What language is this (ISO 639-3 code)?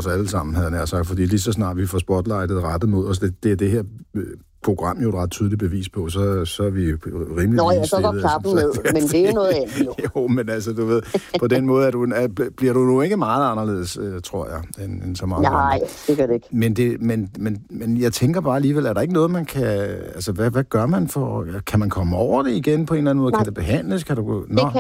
dan